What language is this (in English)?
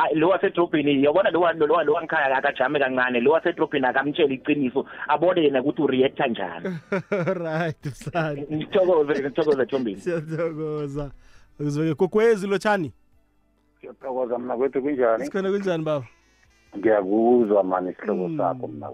South Ndebele